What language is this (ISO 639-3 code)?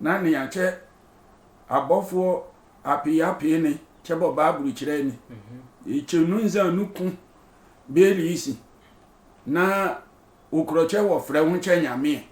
sfw